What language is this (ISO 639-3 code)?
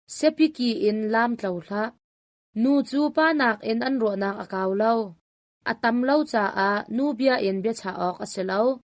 cnh